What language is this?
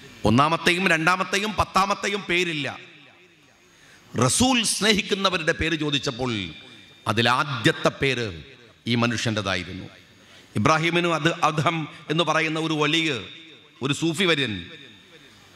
Malayalam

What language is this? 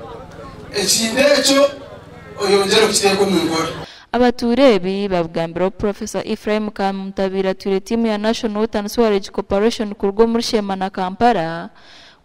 Nyankole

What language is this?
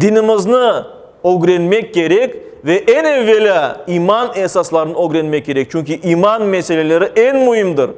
Crimean Tatar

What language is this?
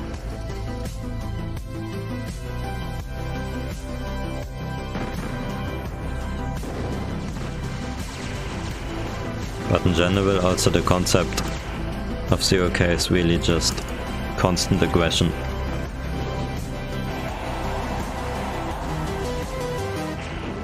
English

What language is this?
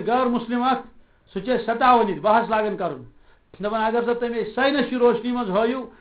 Kashmiri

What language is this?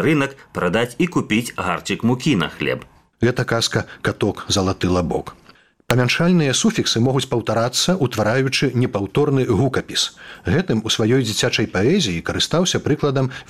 Belarusian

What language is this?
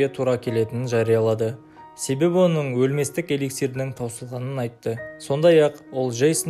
Kazakh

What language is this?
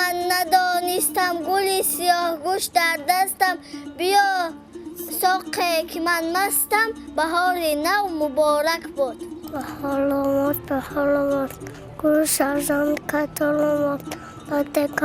Tajik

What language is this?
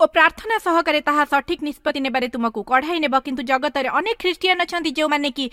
Odia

